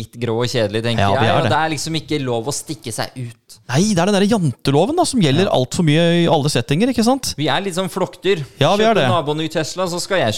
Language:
Norwegian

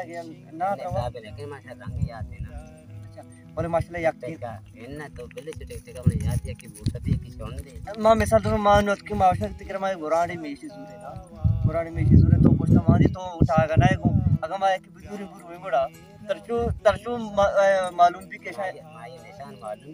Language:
Baluchi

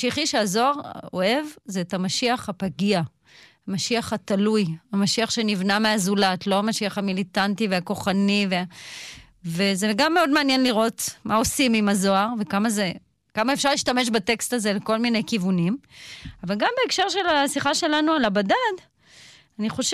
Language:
Hebrew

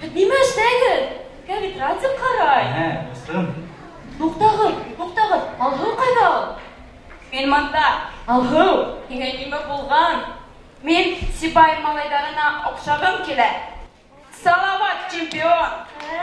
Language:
Bashkir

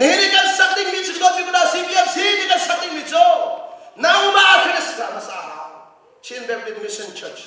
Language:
Hakha Chin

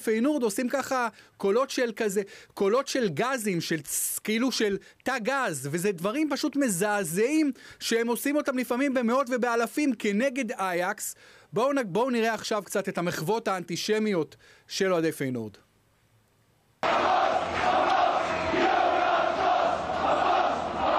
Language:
Hebrew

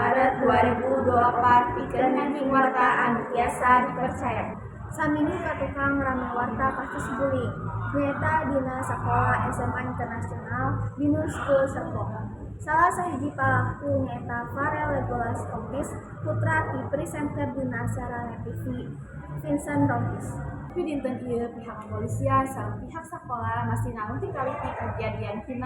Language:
Sundanese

